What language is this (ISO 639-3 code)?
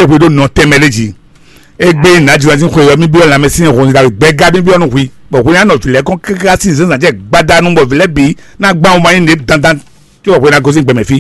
fon